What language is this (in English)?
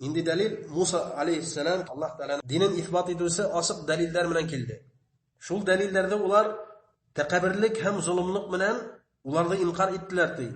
Bashkir